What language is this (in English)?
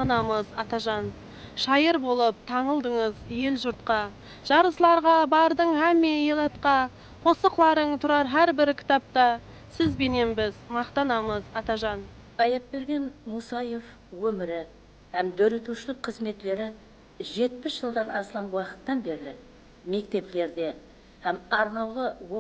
Kara-Kalpak